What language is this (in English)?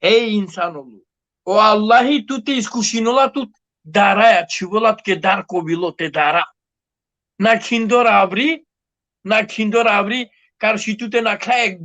Balkan Romani